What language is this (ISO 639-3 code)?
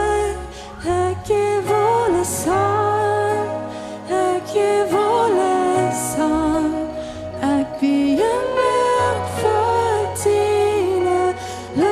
pdt